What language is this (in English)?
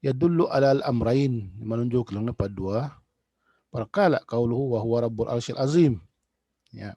Tausug